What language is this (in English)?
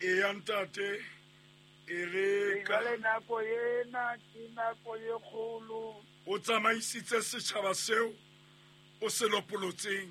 Southern Sotho